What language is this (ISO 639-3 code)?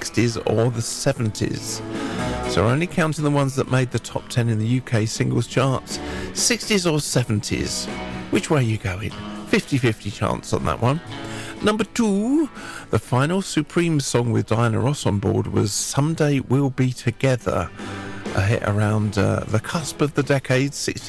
eng